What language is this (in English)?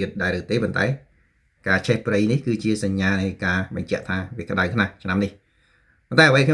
Khmer